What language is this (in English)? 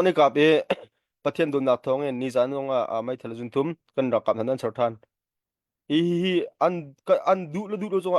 Hakha Chin